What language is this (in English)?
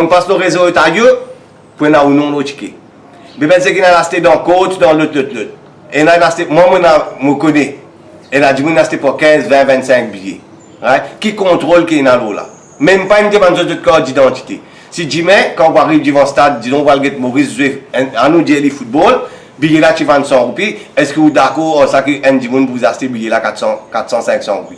Morisyen